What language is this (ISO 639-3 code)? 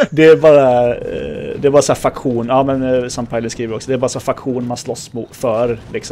swe